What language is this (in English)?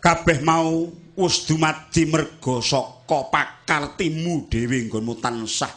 Javanese